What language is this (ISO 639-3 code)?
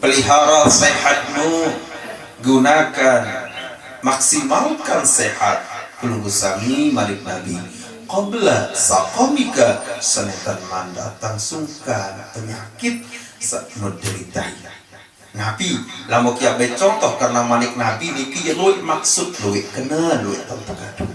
sas